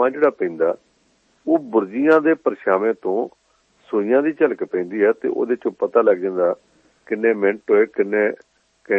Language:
Punjabi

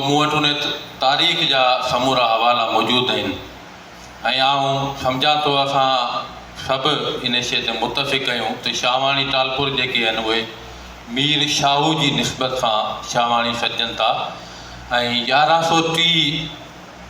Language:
Sindhi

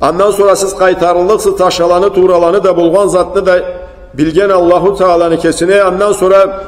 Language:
Karachay-Balkar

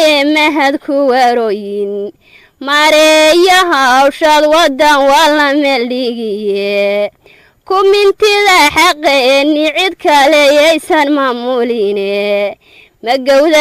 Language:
Somali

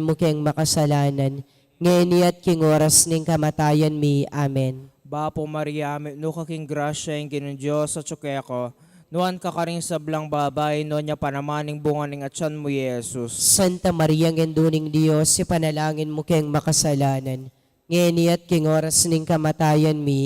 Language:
Pampanga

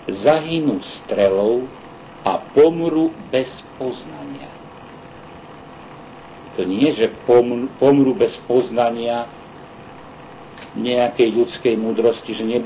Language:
Slovak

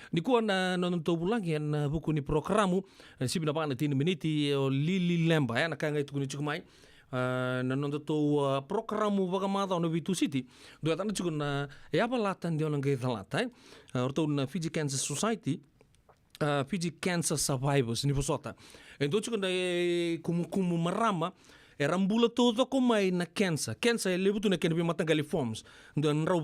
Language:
Fijian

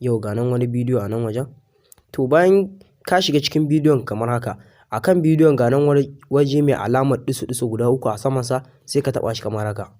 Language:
Hausa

